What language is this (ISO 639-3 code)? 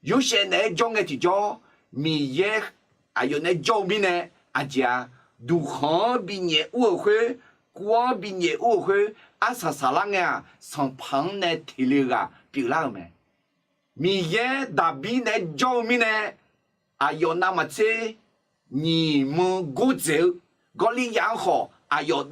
ahk